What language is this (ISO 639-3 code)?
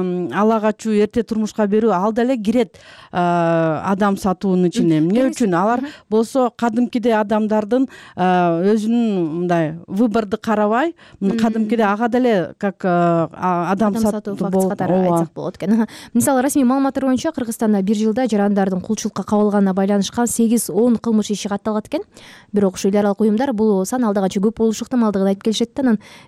kir